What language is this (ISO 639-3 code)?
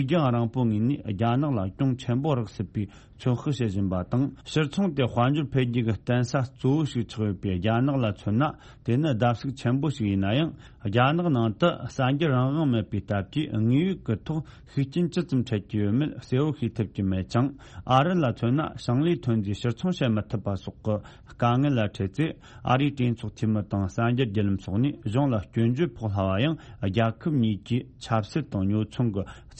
bod